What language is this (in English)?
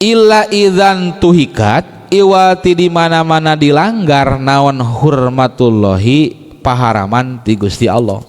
Sundanese